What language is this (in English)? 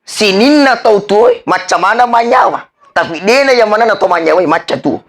Buginese